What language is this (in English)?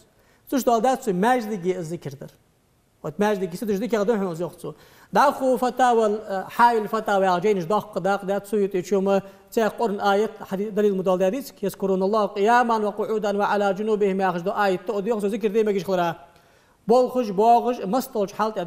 Ingush